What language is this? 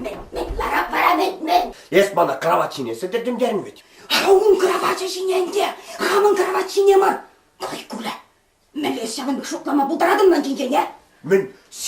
Chuvash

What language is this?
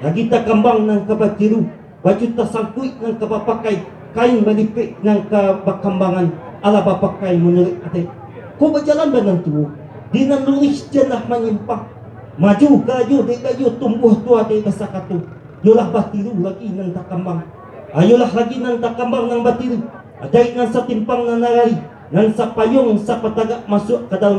Minangkabau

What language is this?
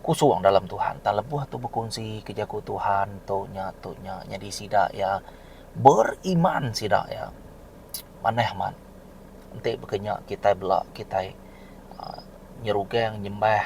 Iban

